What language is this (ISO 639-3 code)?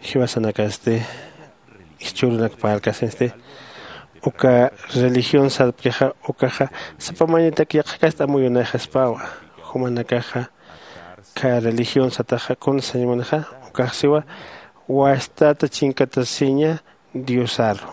aym